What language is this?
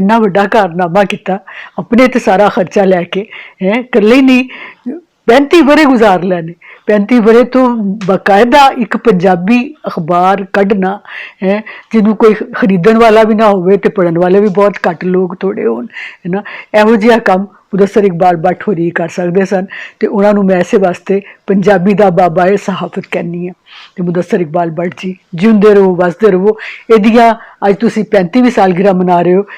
Western Panjabi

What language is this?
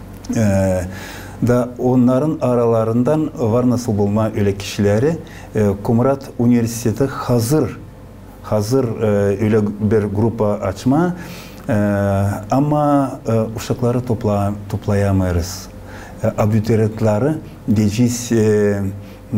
Gagauz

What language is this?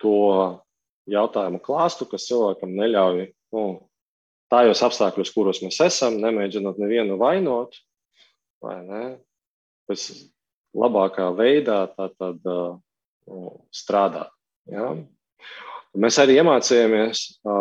Latvian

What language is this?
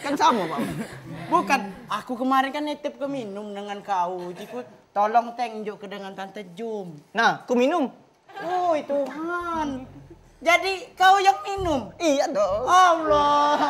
Musi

